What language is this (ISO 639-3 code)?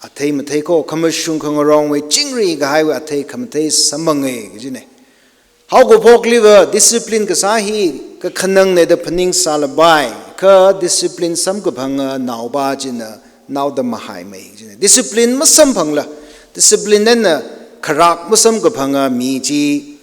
nmf